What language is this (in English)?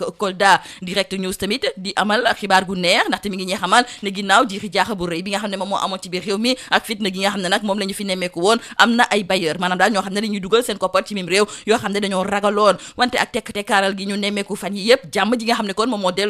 Wolof